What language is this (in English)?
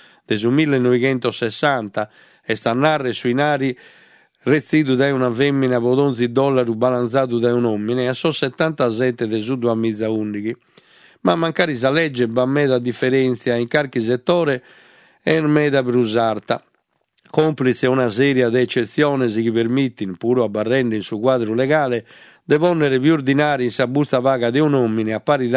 Sardinian